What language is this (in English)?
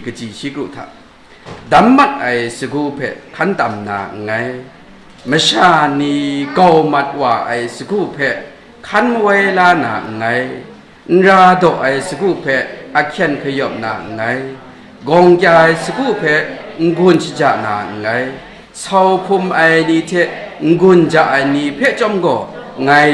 Kachin